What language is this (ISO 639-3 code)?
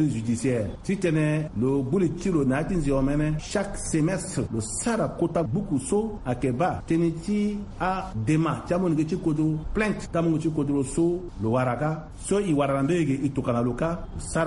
sag